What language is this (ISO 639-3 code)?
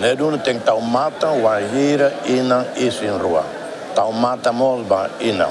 tet